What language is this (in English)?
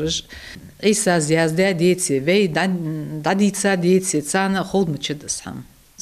Ingush